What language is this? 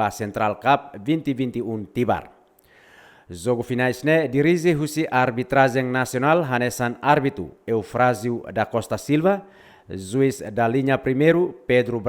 Tetum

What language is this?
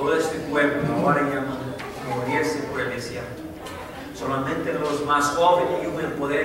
Spanish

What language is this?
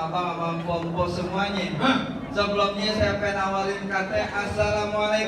Betawi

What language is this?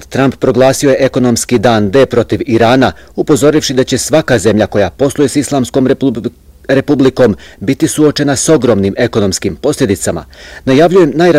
Bosnian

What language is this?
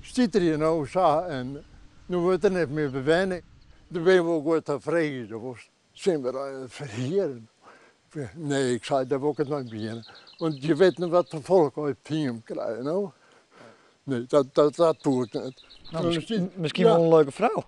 Western Frisian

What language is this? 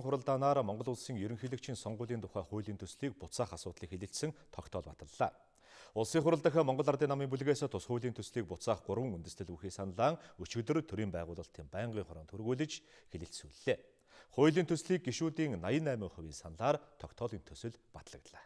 Mongolian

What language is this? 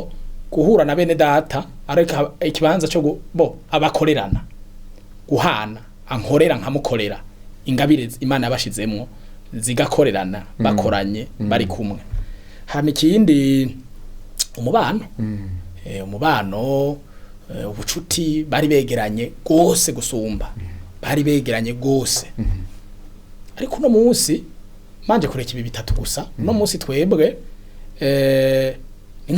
Rundi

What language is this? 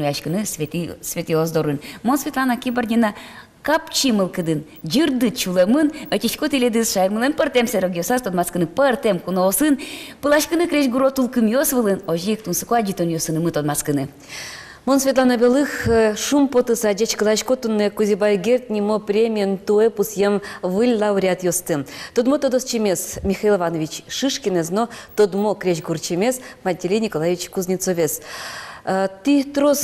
Udmurt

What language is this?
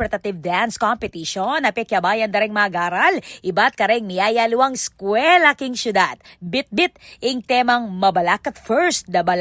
Pampanga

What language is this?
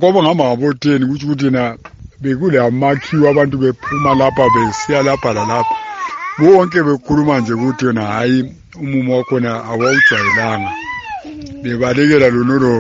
North Ndebele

